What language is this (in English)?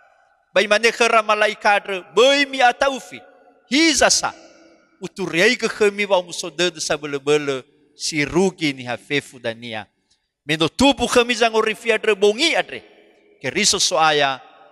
Nias